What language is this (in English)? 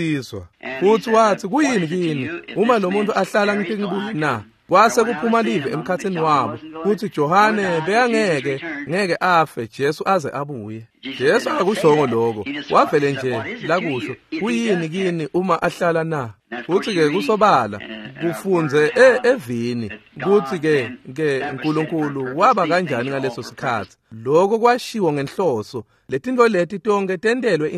Swati